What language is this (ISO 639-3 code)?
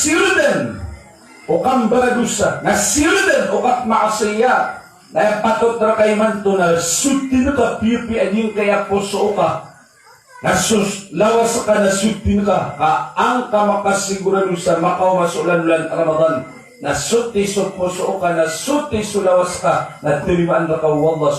mrw